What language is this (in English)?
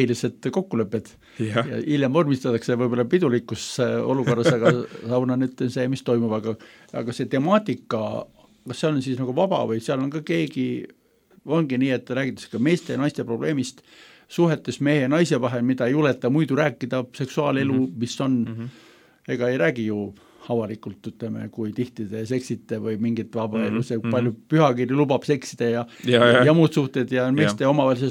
Estonian